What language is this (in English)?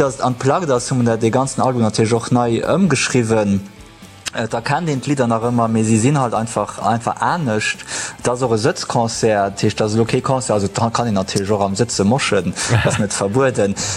Luxembourgish